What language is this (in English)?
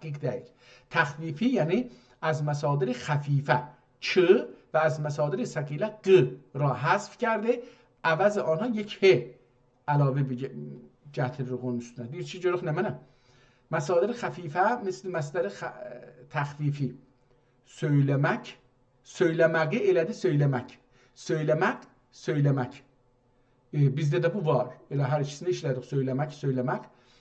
South Azerbaijani